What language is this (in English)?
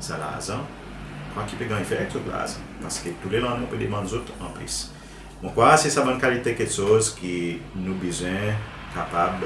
Seselwa Creole French